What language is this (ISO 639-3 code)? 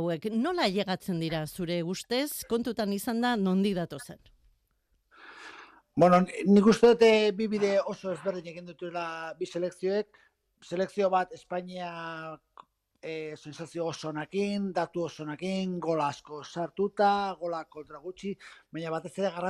eus